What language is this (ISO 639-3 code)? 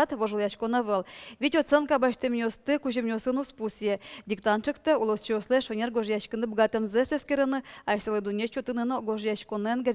udm